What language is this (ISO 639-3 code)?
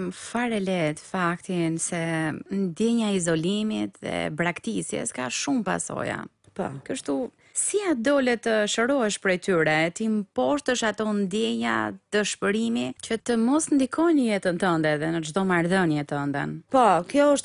sqi